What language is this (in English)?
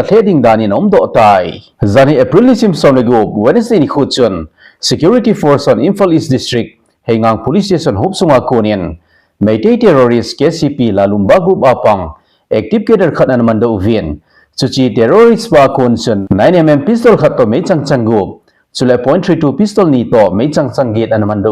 Thado Chin